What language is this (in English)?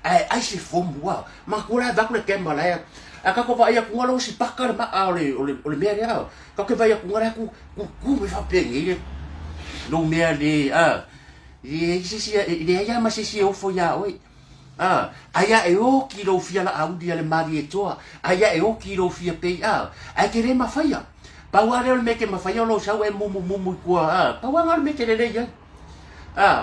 Samoan